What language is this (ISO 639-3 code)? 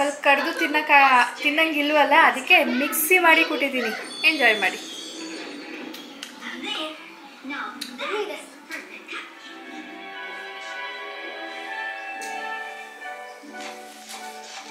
kan